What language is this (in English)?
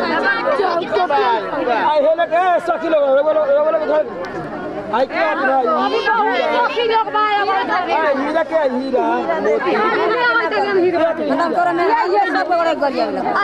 Bhojpuri